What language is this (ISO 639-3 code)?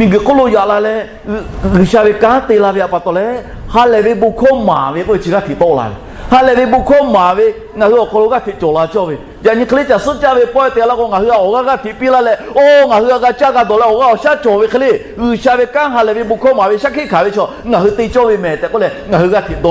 lhu